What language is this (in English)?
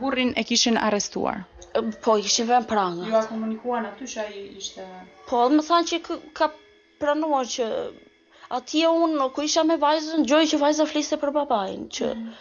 Albanian